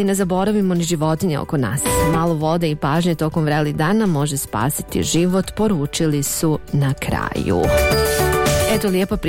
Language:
Bosnian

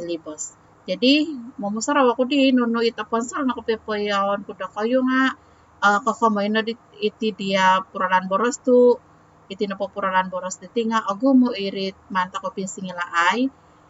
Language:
Central Dusun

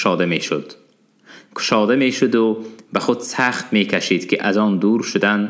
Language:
Tajik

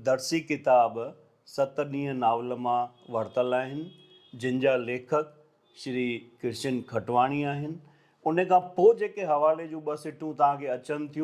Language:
Sindhi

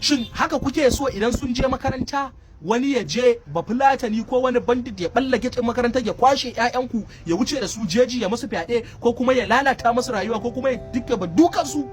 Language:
Hausa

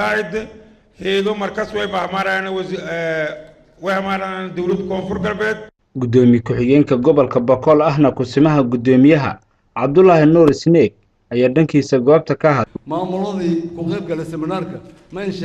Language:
Somali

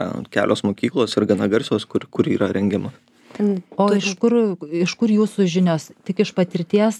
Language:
Lithuanian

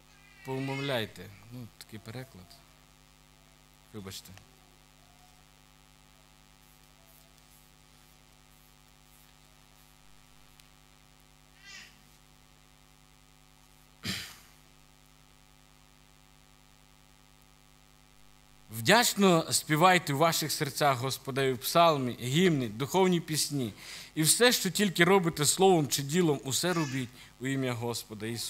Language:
Ukrainian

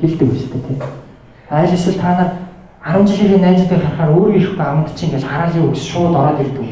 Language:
Mongolian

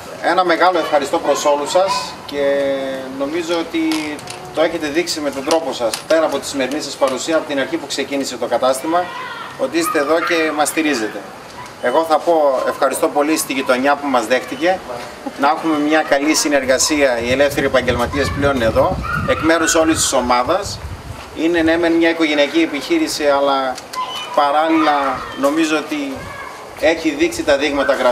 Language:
Greek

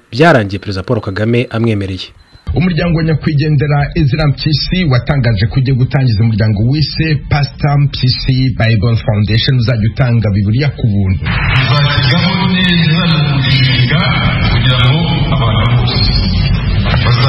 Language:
Kinyarwanda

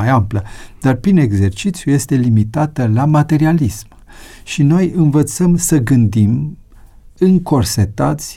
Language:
Romanian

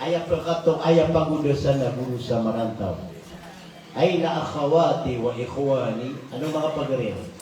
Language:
Maranao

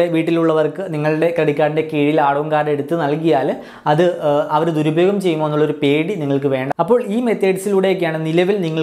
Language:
Malayalam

